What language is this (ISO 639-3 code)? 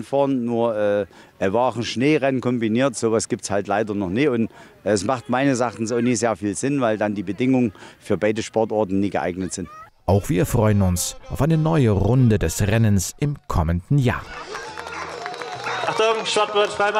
deu